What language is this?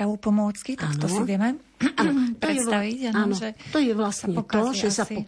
Slovak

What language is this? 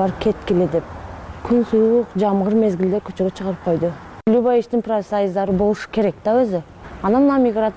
Kyrgyz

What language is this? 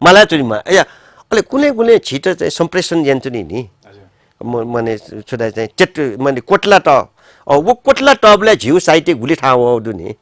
Newari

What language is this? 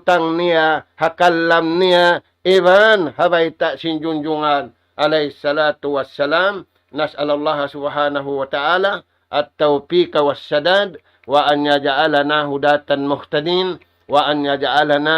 Tausug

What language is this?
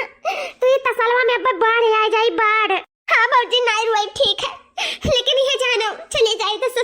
Awadhi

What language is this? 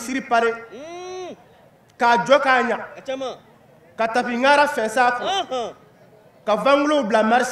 Bambara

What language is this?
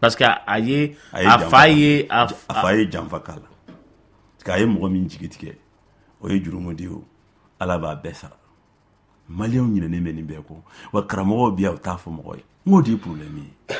Bambara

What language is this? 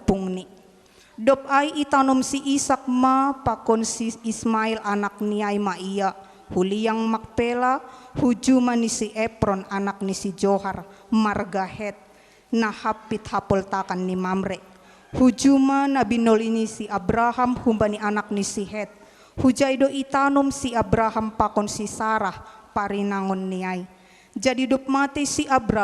Batak Simalungun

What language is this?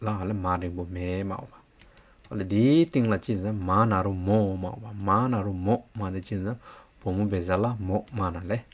Hyolmo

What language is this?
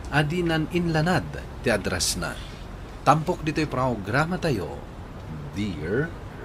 Iloko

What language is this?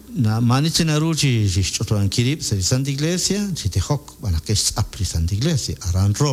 Kekchí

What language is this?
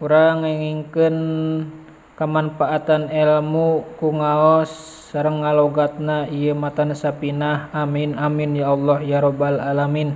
Sundanese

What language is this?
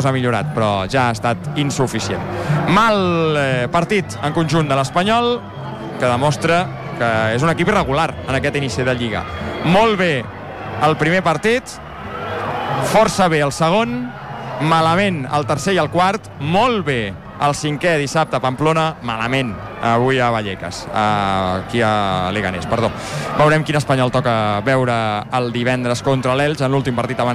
Catalan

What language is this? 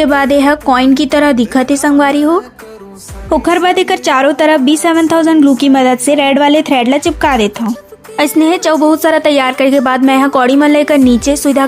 Chhattisgarhi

